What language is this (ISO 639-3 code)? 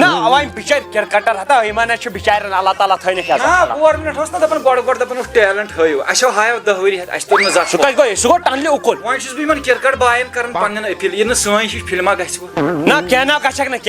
kas